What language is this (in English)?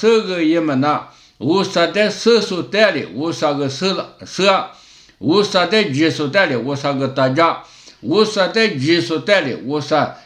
Lisu